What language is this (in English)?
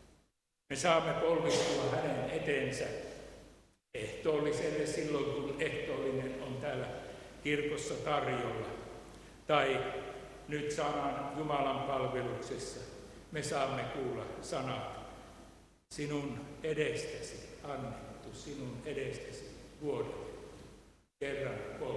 Finnish